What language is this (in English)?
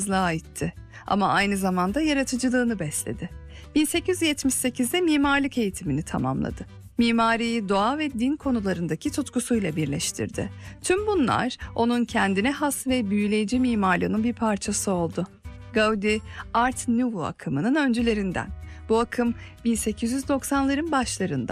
Turkish